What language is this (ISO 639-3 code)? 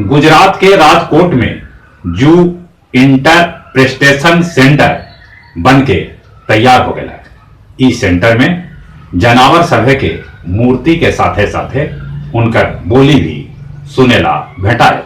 mag